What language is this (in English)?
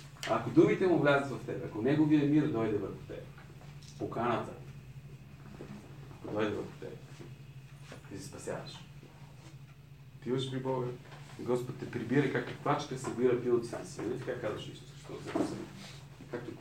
Bulgarian